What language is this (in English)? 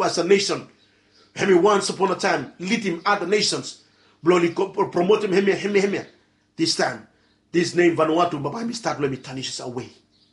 Bislama